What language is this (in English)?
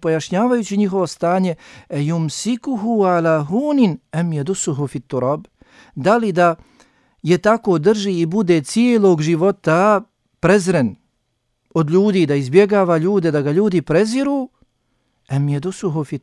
Bosnian